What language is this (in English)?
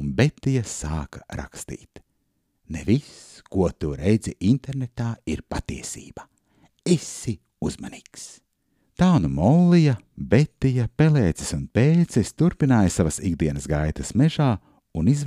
Latvian